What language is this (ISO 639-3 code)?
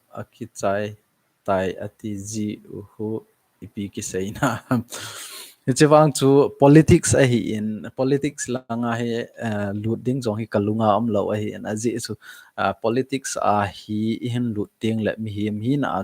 tcz